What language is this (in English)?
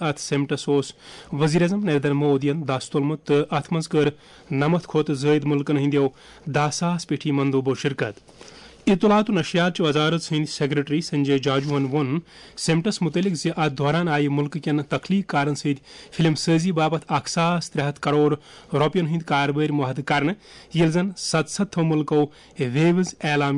Kashmiri